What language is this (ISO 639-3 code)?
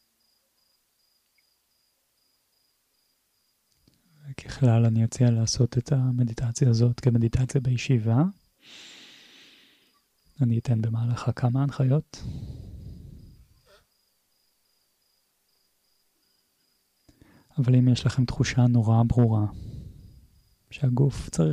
heb